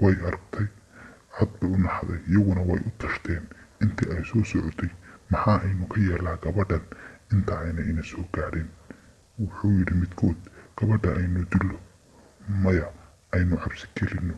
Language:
Somali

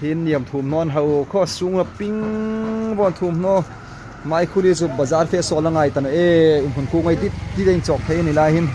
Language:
Hmar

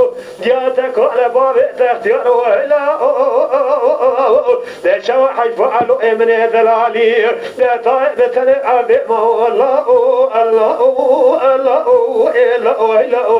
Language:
Kurdish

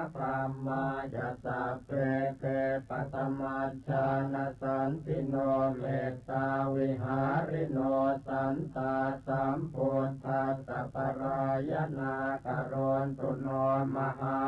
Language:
Pali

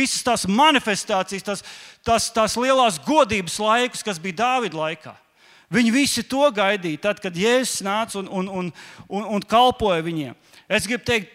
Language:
Latvian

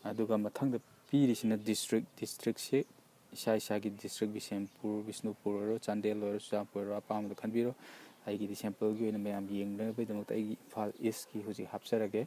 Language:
Manipuri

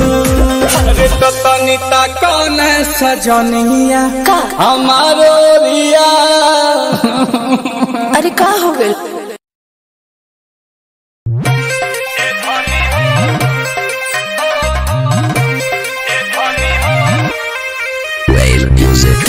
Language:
Bhojpuri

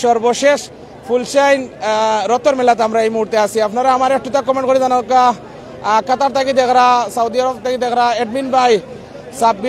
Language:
Sylheti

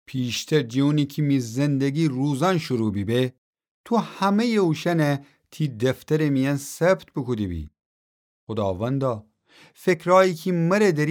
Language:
Gilaki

